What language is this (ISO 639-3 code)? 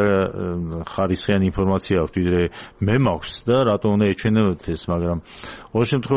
kat